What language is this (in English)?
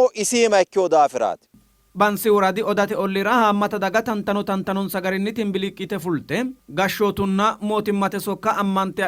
Sidamo